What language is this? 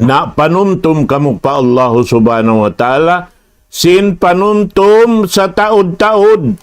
Tausug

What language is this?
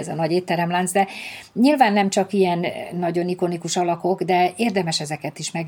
Hungarian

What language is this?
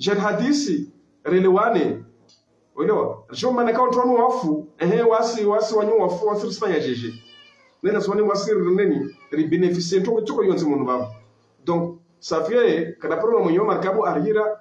Ngazidja Comorian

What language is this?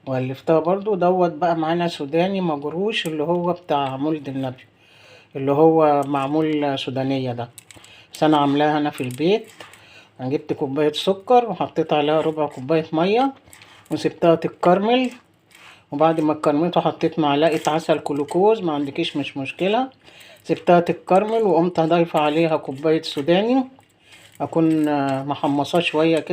Egyptian Arabic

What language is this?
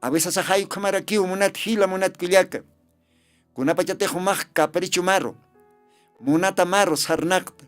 Aymara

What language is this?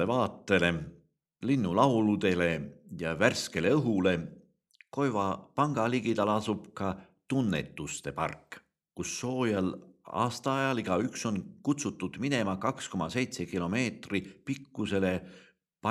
Estonian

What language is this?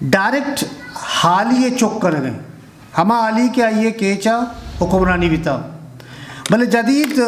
Eastern Balochi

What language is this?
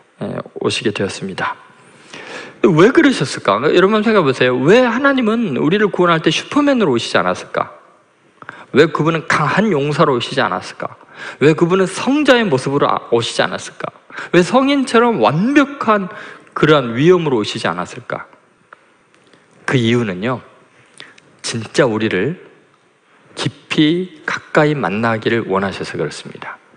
Korean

